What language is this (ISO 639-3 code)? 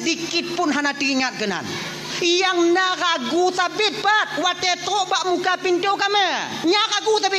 ace